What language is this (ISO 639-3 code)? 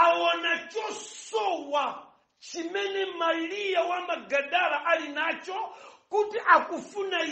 nya